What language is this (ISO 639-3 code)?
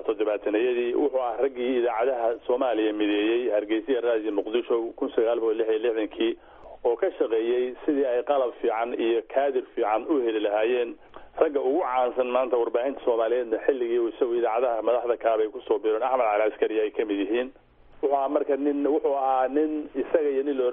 som